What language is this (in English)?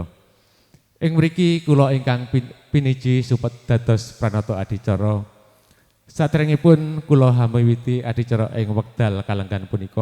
Javanese